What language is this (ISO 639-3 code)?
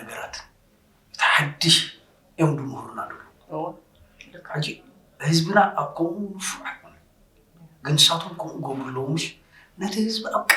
tir